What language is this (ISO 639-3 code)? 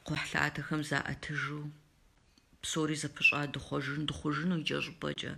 kbd